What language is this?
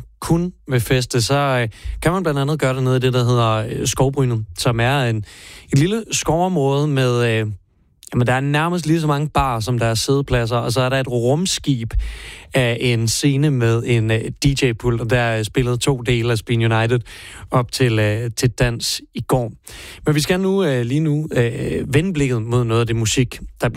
Danish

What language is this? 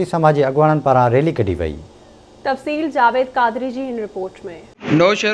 Sindhi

